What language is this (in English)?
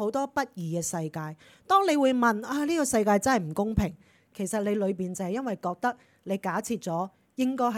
Cantonese